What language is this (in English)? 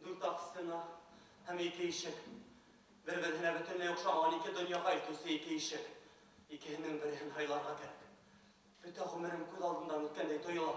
Bashkir